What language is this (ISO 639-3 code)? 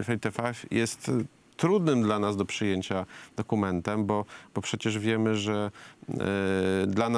pol